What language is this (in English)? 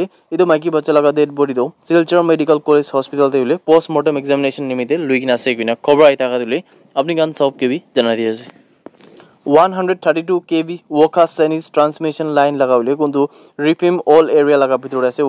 Naga Pidgin